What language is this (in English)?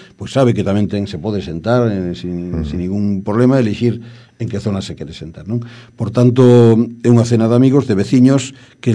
Galician